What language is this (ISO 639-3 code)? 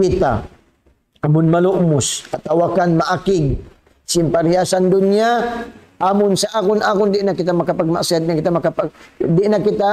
tsg